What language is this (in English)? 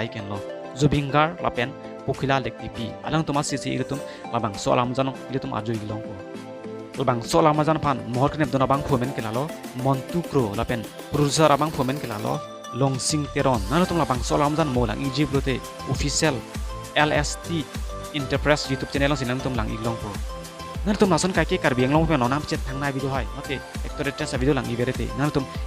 Karbi